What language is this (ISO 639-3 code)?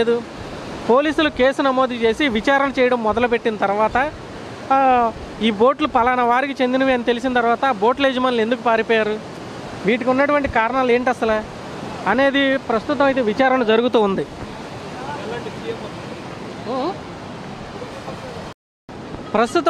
tel